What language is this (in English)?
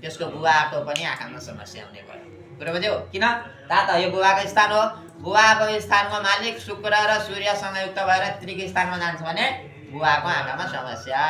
Nepali